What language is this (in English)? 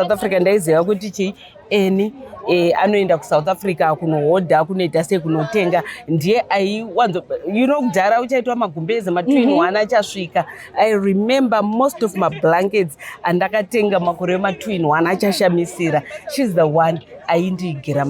Shona